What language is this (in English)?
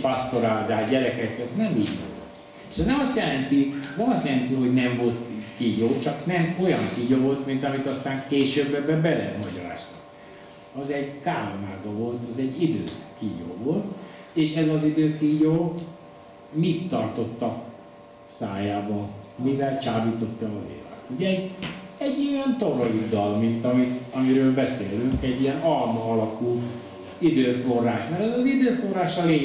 Hungarian